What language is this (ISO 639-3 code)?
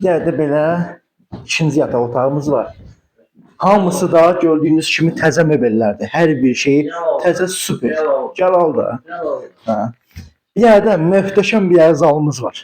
aze